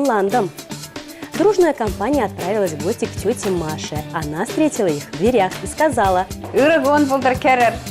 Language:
Chuvash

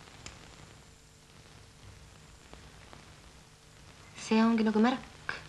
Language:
Estonian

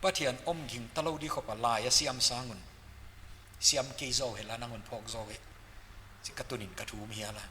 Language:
Paite Chin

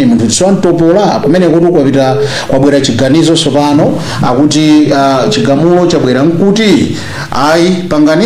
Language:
Nyanja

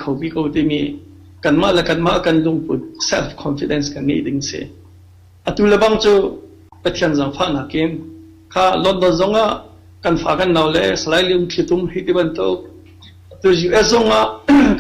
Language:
Hakha Chin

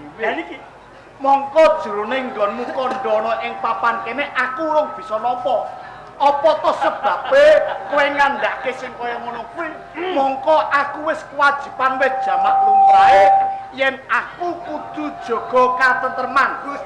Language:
Javanese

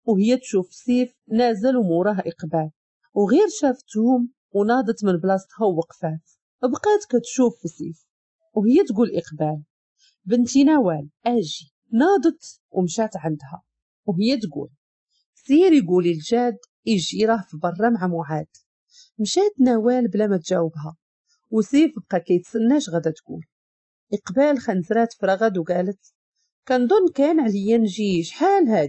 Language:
Moroccan Arabic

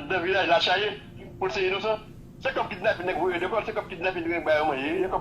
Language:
Haitian Creole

